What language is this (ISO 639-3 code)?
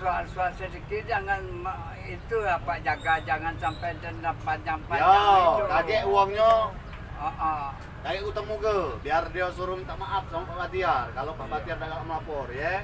mui